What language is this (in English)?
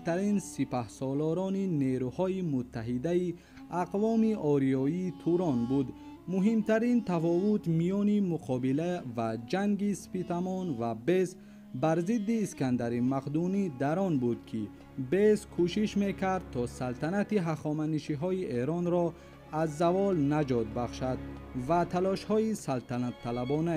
Tajik